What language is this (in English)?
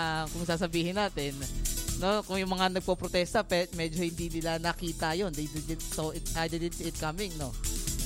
Filipino